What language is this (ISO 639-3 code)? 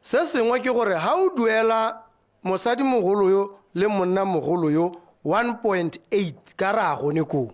tsn